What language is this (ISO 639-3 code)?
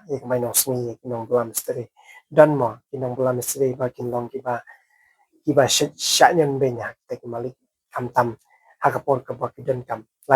kha